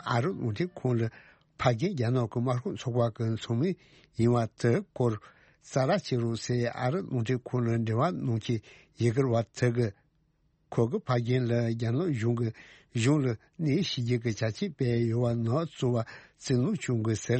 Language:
Tibetan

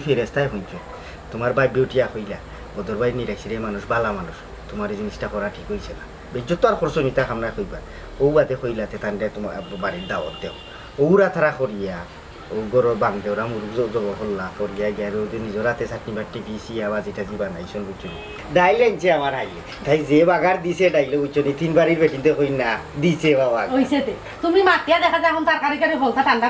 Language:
Sylheti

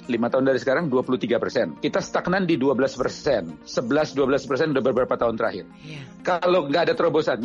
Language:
Indonesian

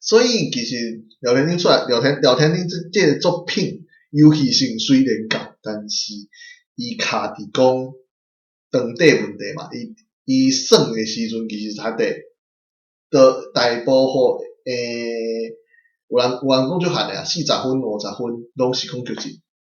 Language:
Min Nan Chinese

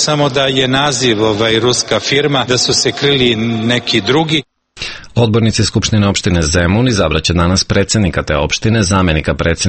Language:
Serbian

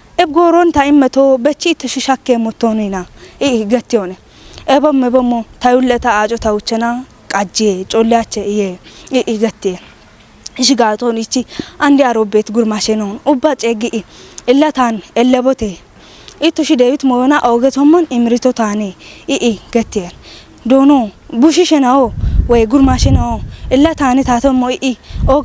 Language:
Kafa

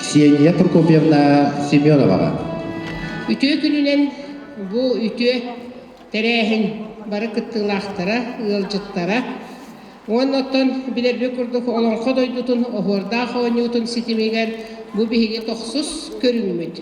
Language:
Yakut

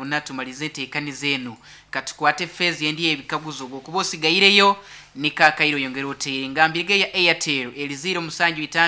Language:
Nyankole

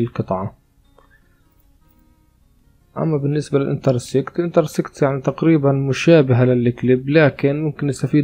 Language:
Arabic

